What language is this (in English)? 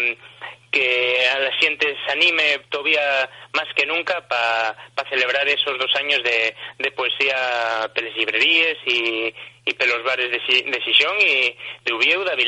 Asturian